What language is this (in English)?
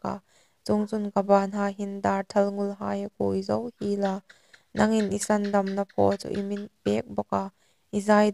Hmar